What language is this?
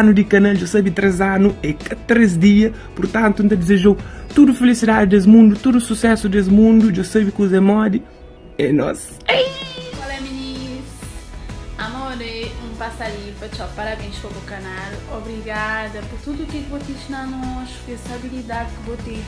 Kabuverdianu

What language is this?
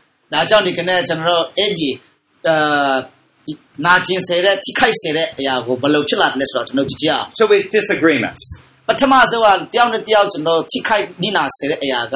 Burmese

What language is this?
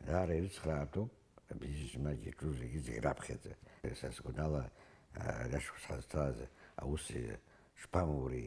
Abkhazian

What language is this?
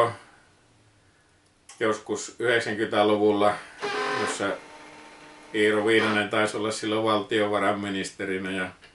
Finnish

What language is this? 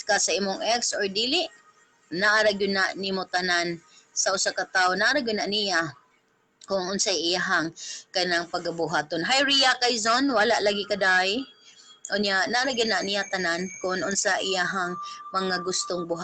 Cebuano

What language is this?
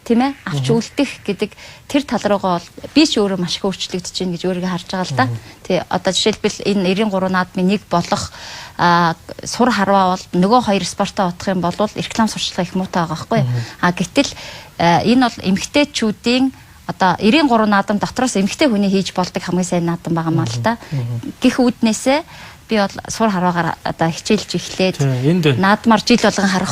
Mongolian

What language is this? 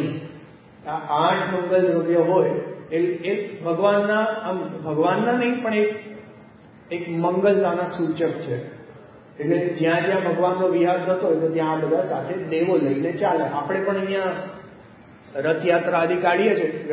Gujarati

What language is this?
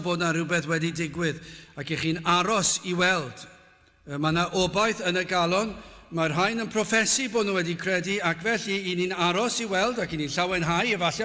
Welsh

